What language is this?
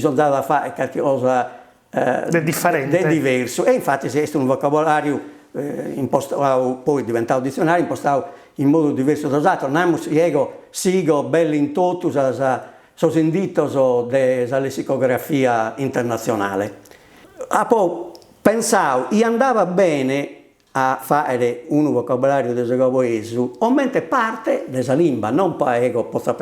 Sardinian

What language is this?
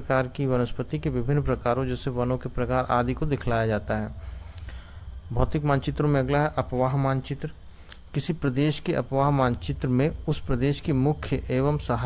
Hindi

